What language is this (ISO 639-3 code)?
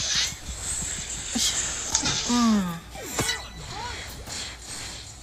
msa